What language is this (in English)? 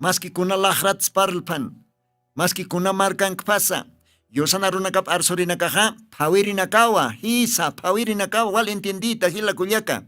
Aymara